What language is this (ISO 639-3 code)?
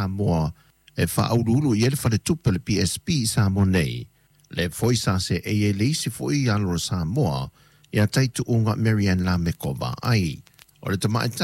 smo